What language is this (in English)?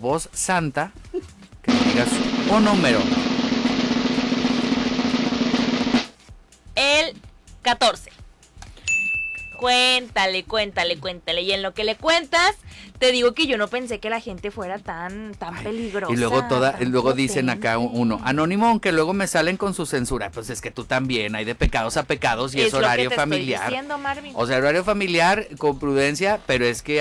Spanish